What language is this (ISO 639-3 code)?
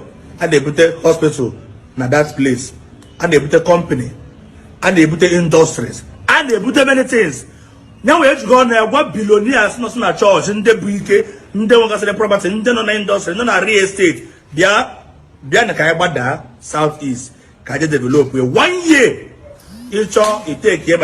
ibo